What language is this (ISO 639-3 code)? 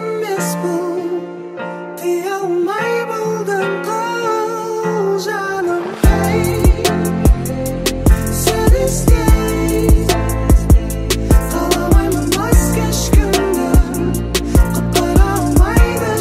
kaz